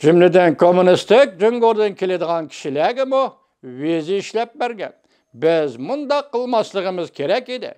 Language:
Uyghur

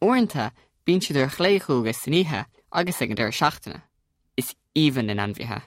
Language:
Irish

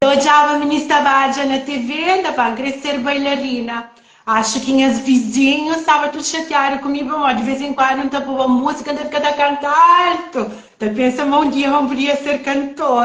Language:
Kabuverdianu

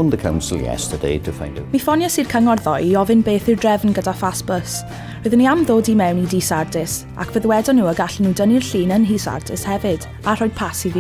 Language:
Welsh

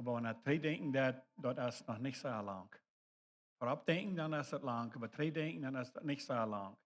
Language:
Plautdietsch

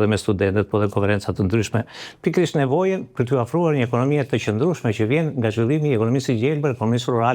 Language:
Albanian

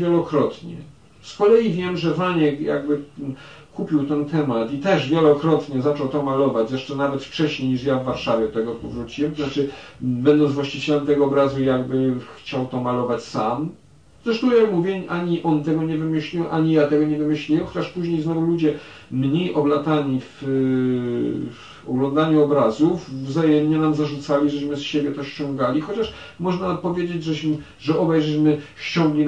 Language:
Polish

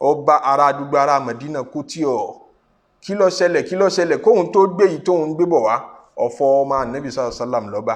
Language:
Yoruba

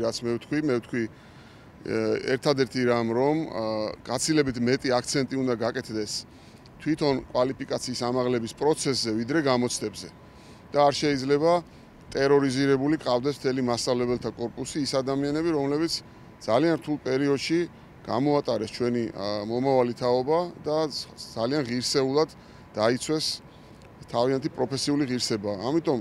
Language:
Georgian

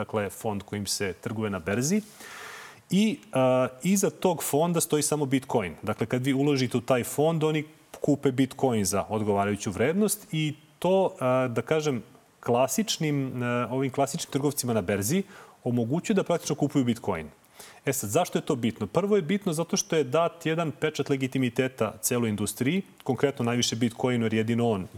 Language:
Serbian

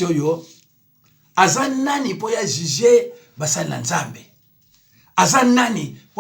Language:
Lingala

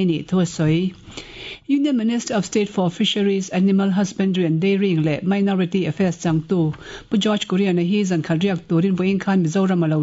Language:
Mizo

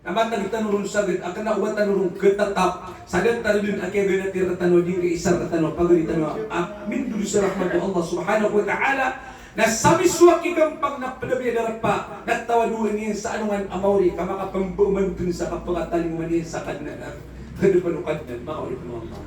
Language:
Maranao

